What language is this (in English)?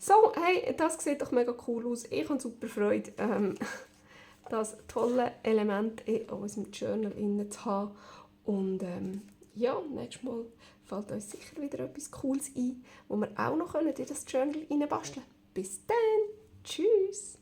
Swiss German